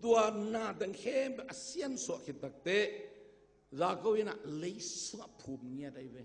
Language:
Tedim Chin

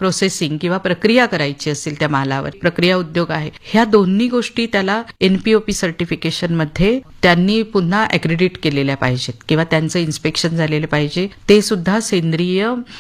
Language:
Marathi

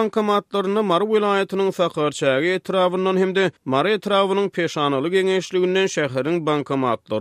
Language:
Turkmen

